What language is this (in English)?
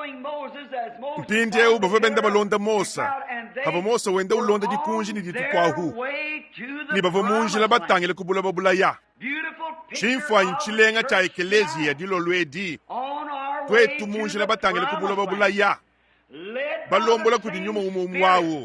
Luba-Lulua